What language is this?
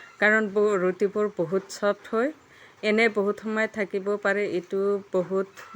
Assamese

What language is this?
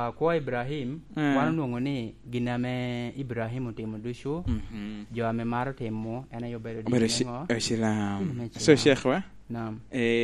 Lango (Uganda)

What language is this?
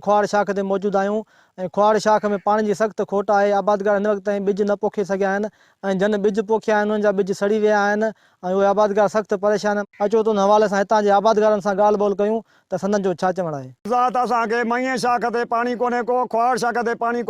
Sindhi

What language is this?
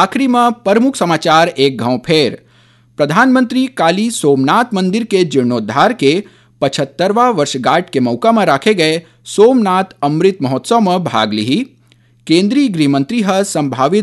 Chhattisgarhi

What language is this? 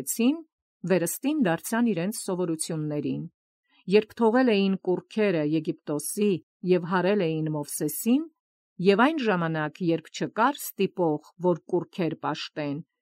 Armenian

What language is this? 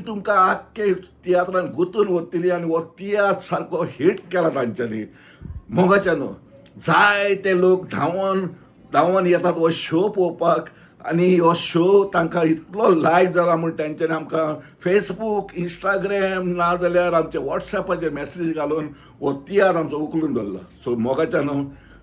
Konkani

